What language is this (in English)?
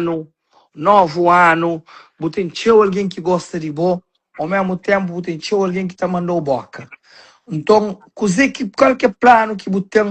Kabuverdianu